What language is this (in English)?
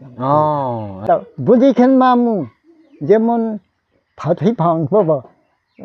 Riang (India)